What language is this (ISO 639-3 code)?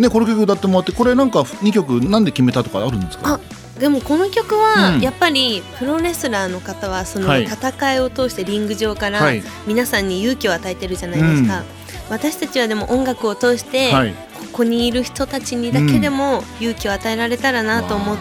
jpn